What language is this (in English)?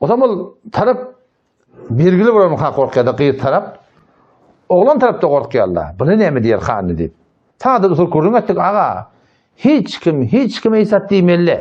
Turkmen